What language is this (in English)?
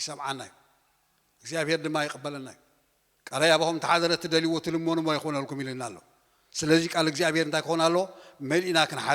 Tigrinya